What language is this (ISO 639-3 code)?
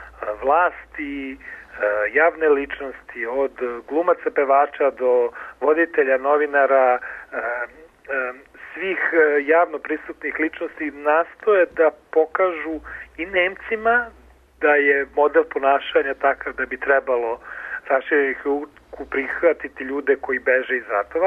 srp